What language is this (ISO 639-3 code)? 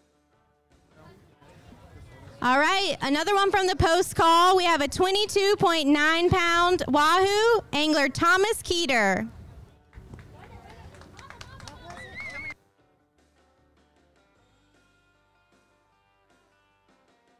eng